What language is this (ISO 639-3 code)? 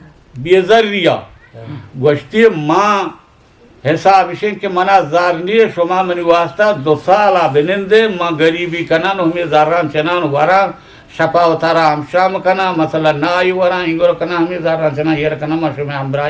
bgp